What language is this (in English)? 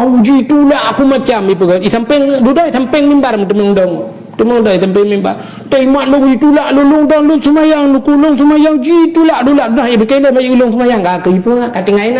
Achinese